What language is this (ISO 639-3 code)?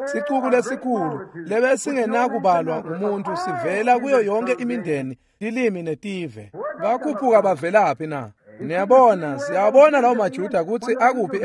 ssw